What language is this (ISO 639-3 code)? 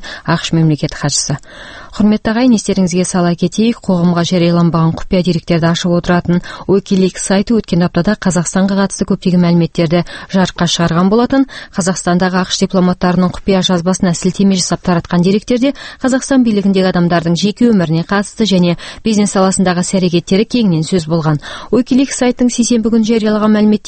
kaz